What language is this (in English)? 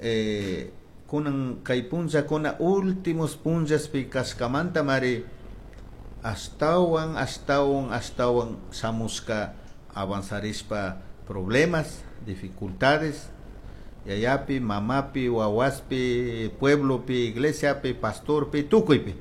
Chimborazo Highland Quichua